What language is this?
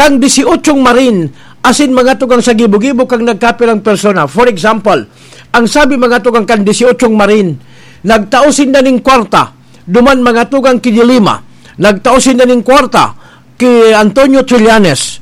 Bikol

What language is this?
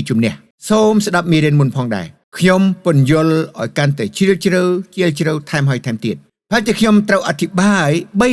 Khmer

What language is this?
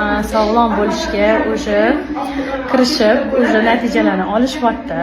Uzbek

